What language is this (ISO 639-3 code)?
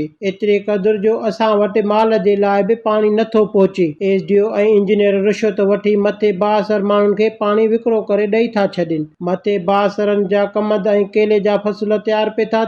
snd